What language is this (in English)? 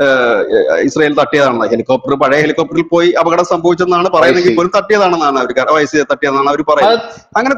Malayalam